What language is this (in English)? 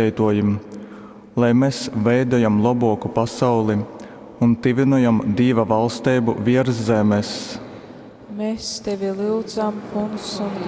Latgalian